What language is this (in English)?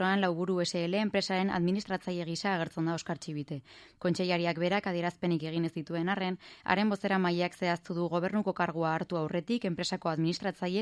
Basque